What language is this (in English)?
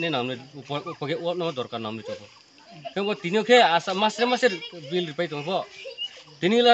Riang (India)